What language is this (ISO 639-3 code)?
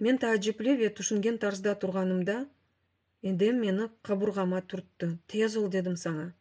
crh